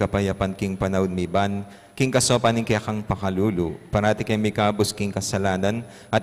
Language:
Pampanga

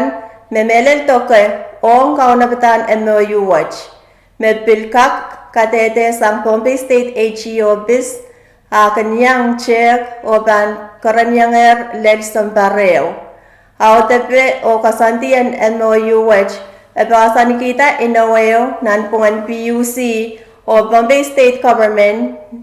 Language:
Pohnpeian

